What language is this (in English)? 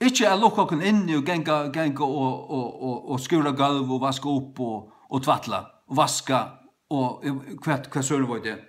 Faroese